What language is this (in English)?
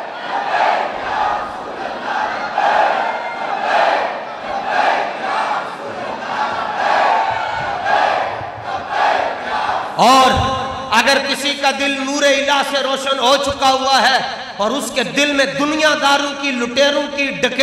Hindi